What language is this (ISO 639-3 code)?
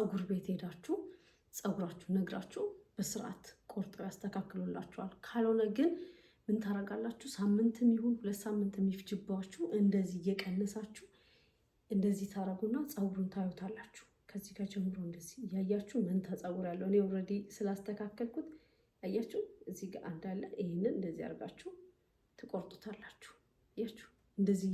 amh